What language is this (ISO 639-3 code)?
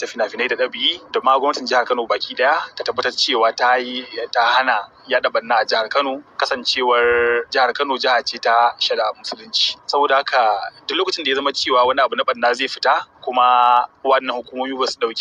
hau